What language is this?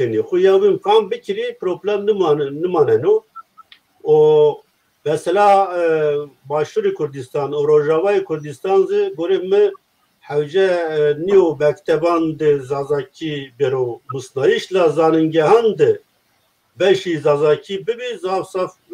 Zaza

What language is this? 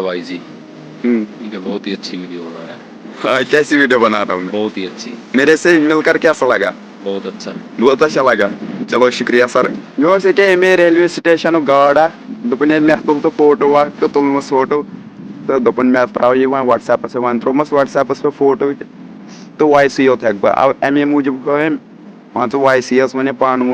Kashmiri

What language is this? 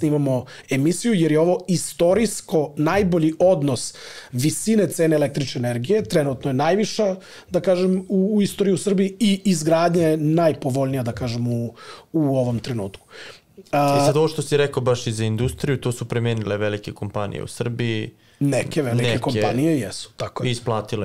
Serbian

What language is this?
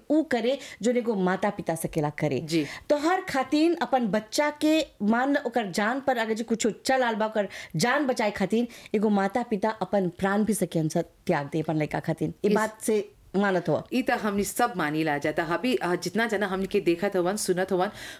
Bhojpuri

